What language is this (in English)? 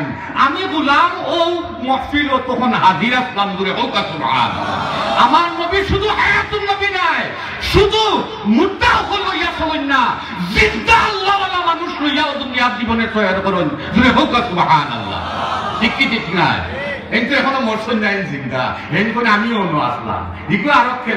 Sylheti